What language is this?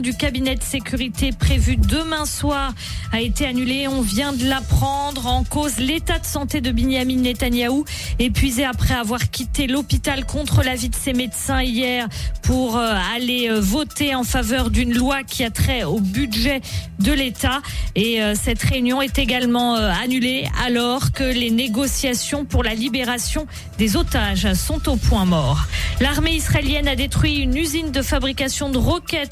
French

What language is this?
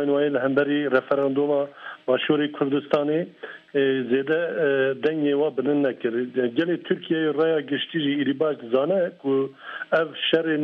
Kurdish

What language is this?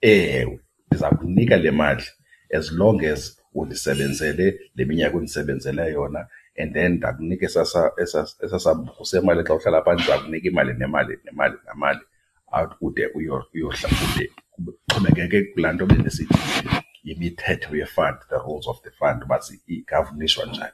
Xhosa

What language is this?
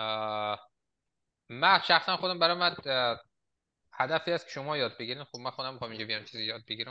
Persian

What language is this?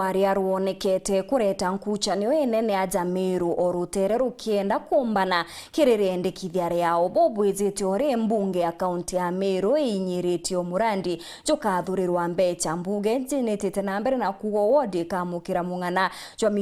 Meru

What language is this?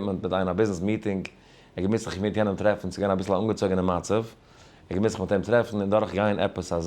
Yiddish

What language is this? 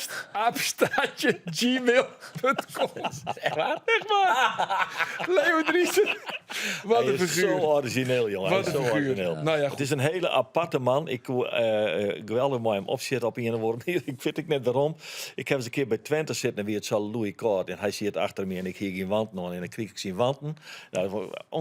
Western Frisian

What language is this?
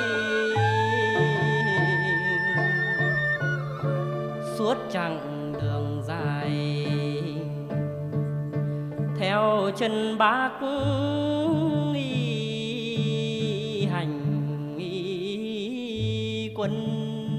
Vietnamese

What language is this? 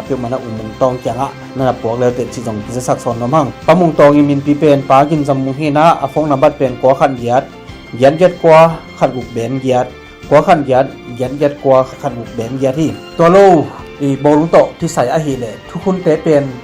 Tedim Chin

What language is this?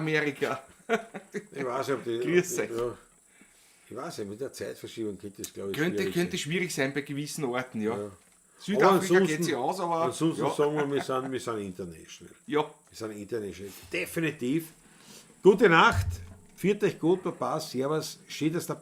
Bavarian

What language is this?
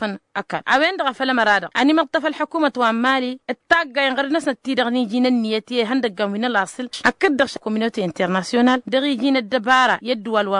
Tamasheq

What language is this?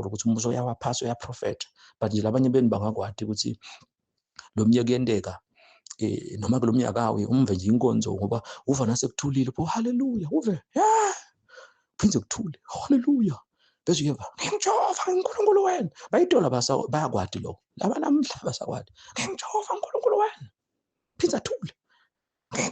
Zulu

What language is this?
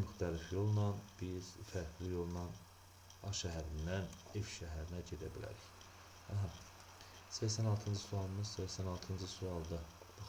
Azerbaijani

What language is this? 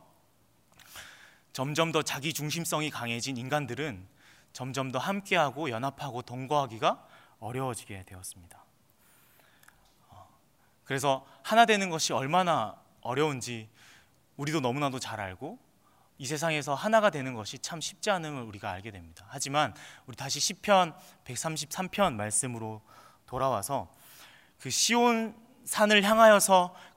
Korean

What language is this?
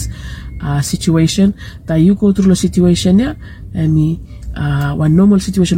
Bislama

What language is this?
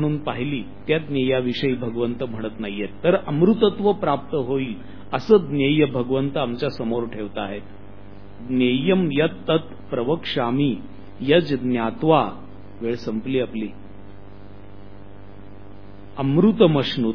Marathi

